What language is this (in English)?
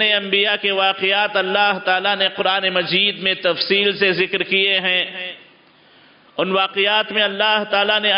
Urdu